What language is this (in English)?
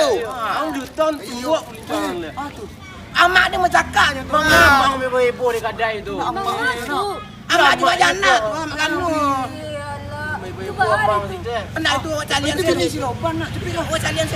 Minangkabau